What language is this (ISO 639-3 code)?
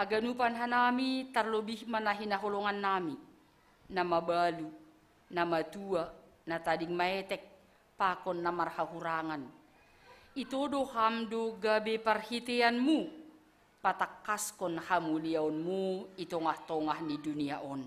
bts